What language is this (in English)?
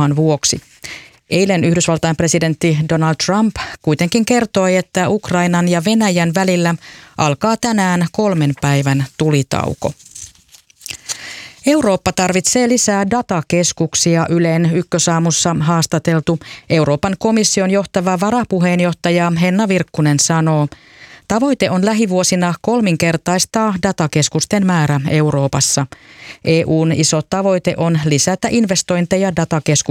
Finnish